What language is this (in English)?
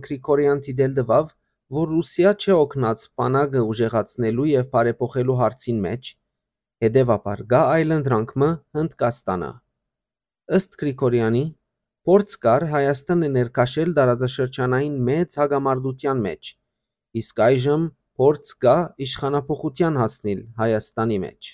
Western Armenian